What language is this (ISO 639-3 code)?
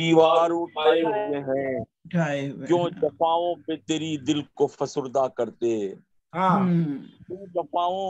urd